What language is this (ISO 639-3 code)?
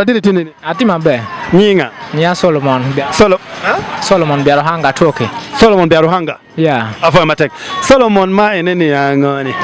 ach